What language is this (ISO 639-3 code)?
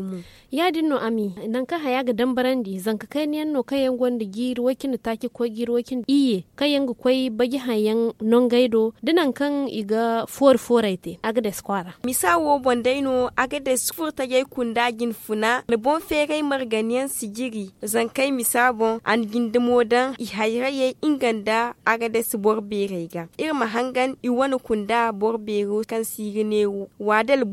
dje